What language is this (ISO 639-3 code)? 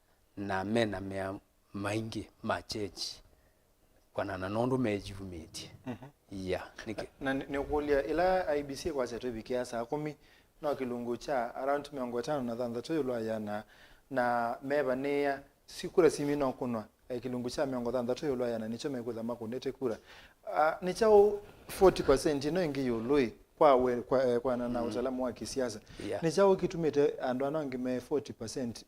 kam